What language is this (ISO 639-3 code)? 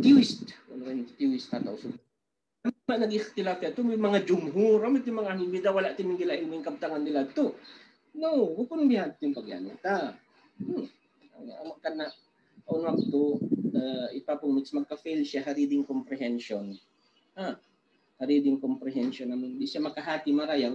tsg